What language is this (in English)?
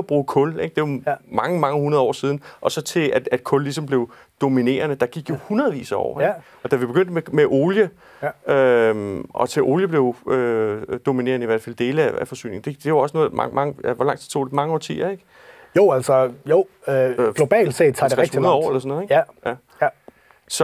Danish